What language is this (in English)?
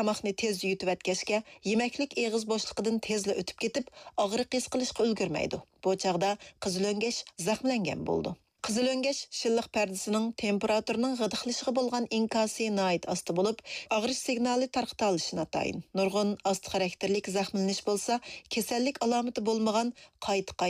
Uyghur